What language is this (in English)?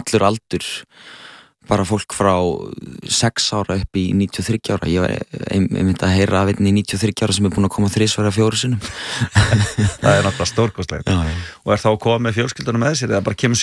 Icelandic